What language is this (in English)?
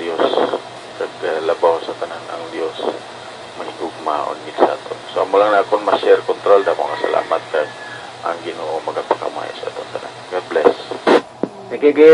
Hiligaynon